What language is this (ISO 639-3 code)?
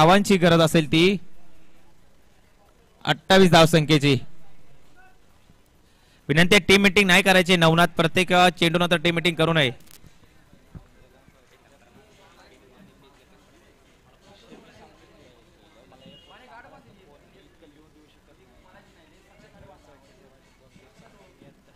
mar